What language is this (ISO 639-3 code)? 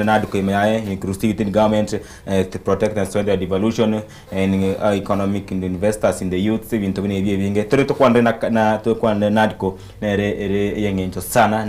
guz